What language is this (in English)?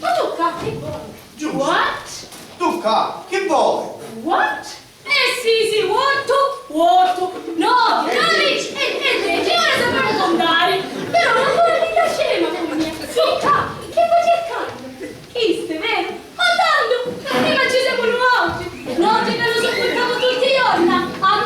Sicilian